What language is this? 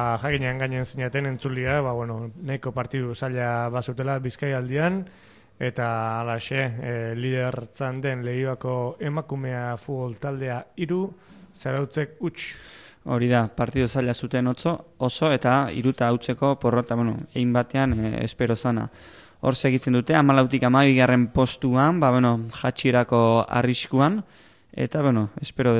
Basque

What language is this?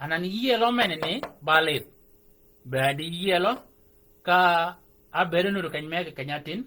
Shilluk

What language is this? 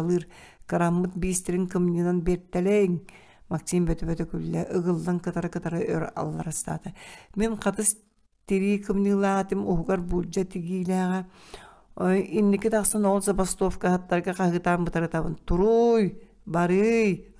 Yakut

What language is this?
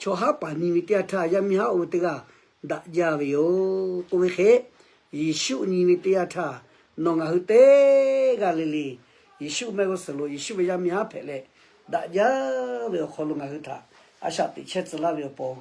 Lahu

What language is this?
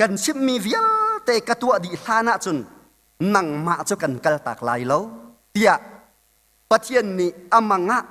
Hakha Chin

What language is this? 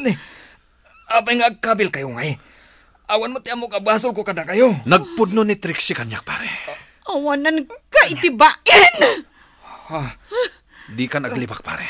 Iloko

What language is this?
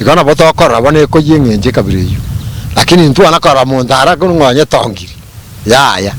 Gusii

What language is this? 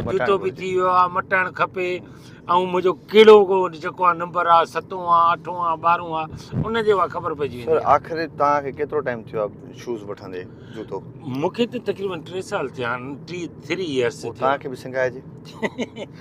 Sindhi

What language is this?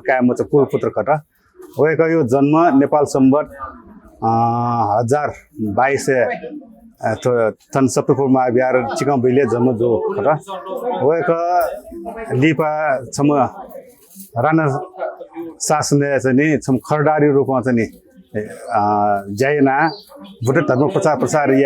Newari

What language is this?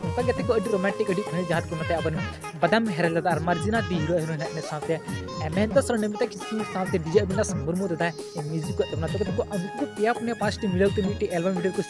Santali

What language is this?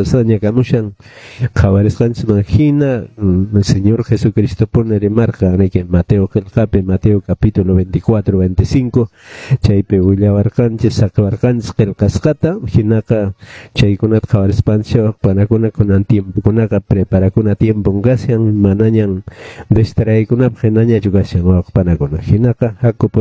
Quechua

